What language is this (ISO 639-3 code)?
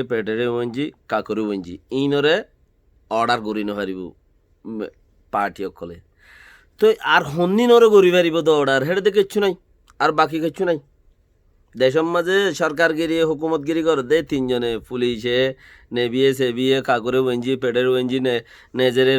rhg